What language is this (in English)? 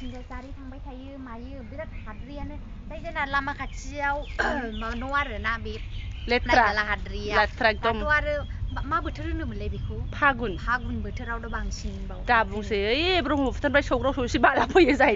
Bodo